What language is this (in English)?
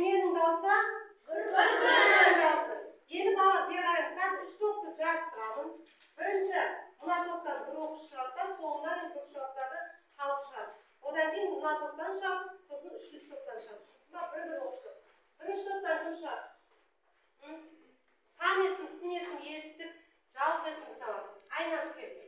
Kazakh